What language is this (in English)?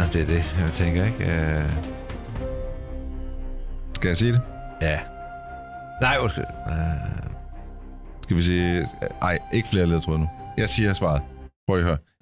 Danish